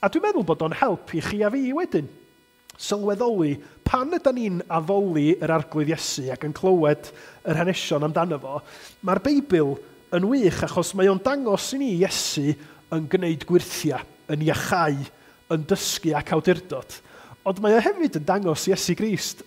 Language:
Welsh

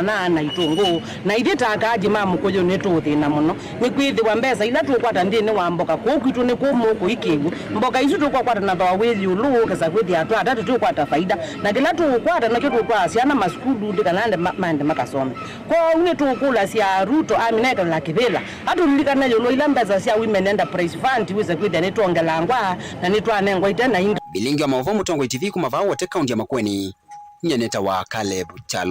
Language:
Kamba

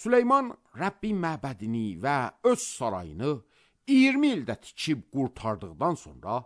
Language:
Azerbaijani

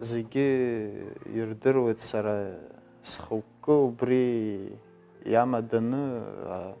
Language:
Abkhazian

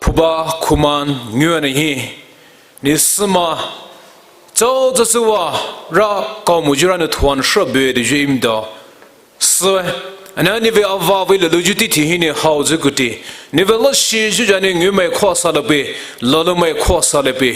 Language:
Poumei Naga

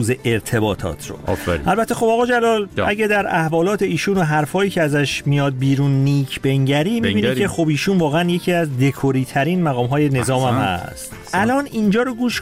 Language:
Persian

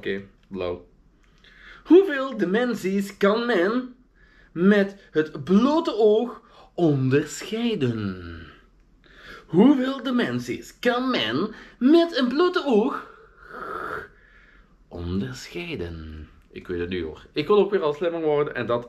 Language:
Dutch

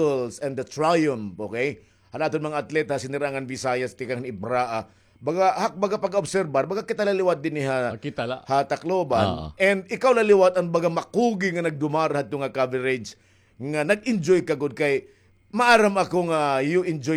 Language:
Waray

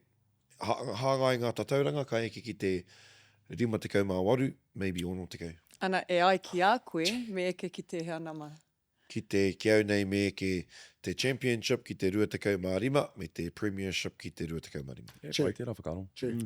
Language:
Māori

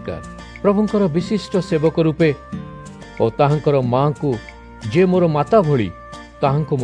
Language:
Odia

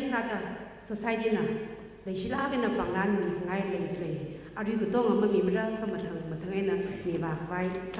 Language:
Tangkhul Naga (India)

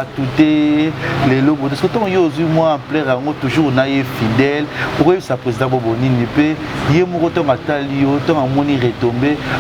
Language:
Lingala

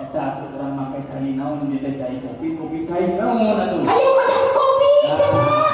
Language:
Sundanese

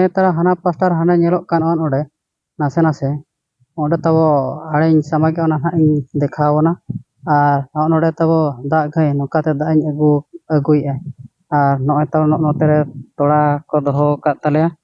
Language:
Santali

